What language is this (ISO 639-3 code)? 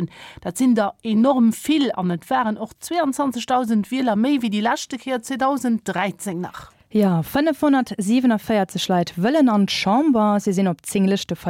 ltz